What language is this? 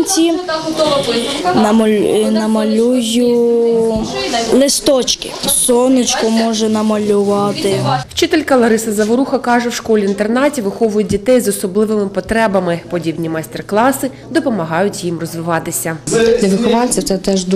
Ukrainian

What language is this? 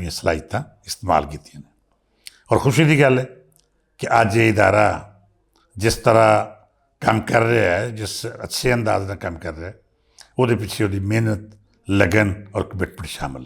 Western Panjabi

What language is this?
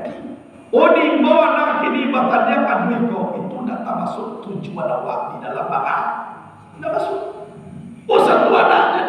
Minangkabau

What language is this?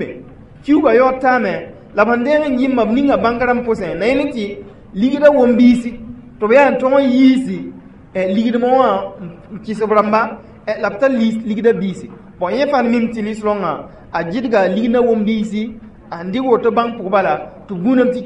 Mossi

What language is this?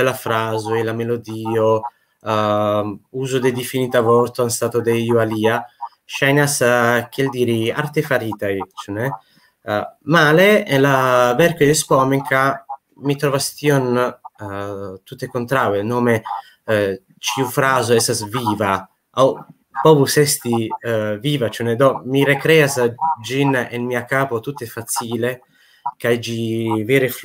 Esperanto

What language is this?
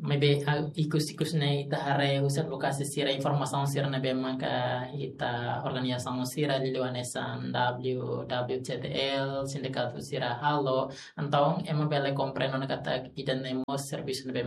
Tetum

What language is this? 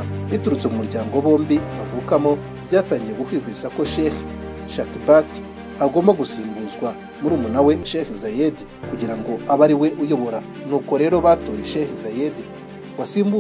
Kinyarwanda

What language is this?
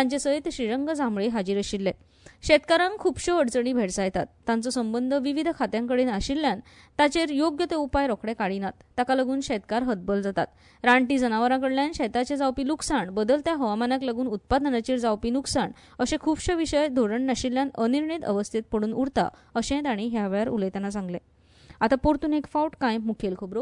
Konkani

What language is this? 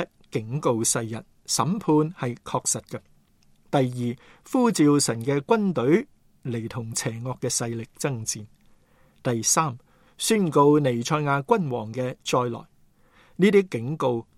Cantonese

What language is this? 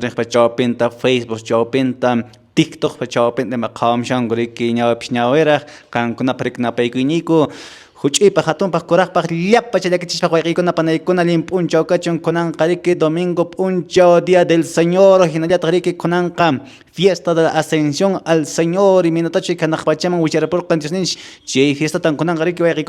Quechua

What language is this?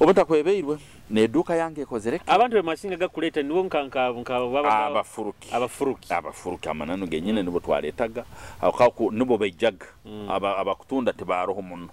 Nyoro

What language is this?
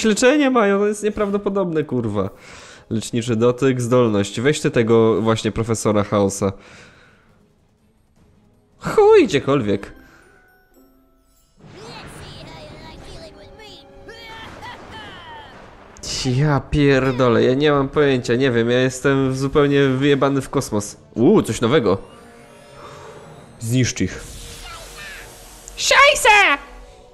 Polish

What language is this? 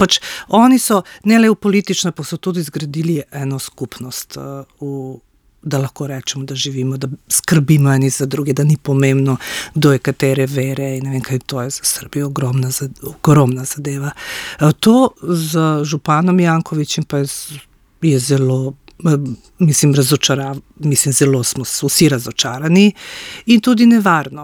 Slovenian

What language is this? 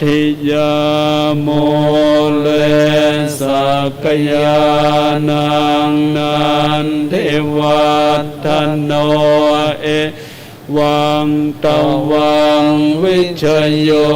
Pali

